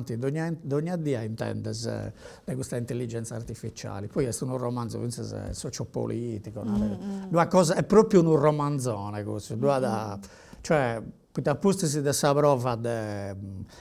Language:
Sardinian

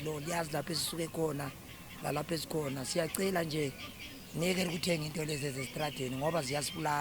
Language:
Zulu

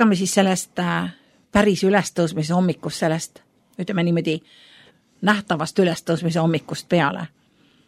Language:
Estonian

